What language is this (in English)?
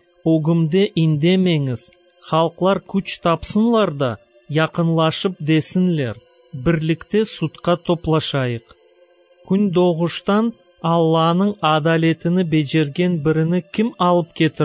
Crimean Tatar